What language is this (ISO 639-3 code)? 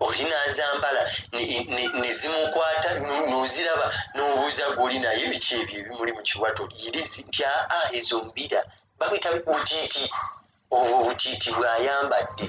lug